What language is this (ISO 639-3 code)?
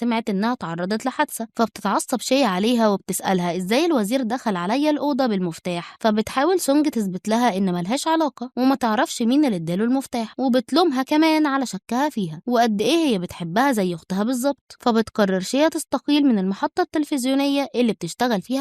arz